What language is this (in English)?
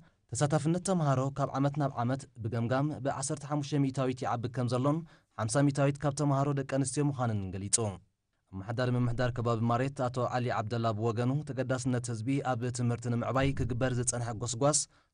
Tigrinya